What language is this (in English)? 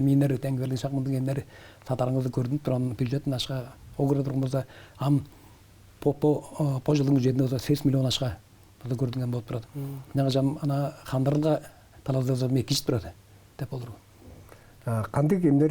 Tuvinian